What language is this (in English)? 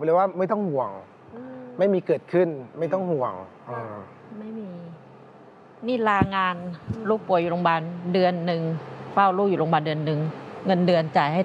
Thai